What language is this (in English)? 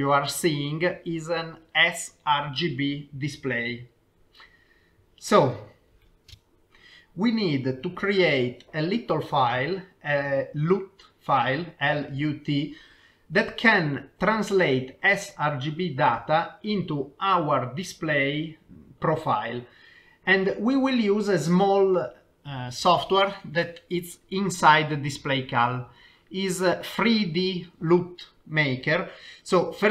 English